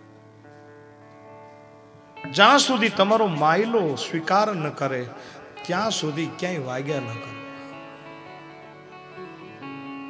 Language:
Gujarati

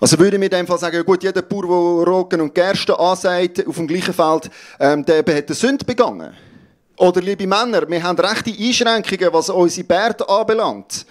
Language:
Swiss German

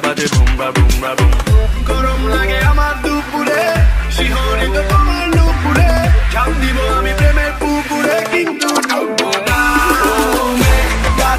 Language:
Bangla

